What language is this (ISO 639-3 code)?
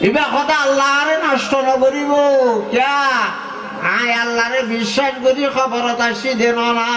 rhg